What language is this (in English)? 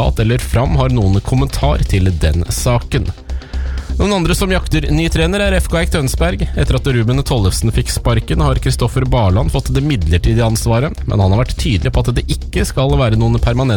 Norwegian